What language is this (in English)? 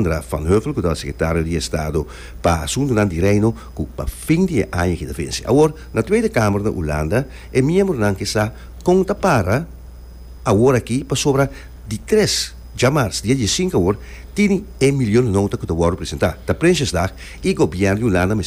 Papiamento